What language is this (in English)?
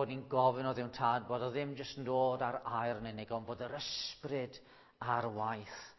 Welsh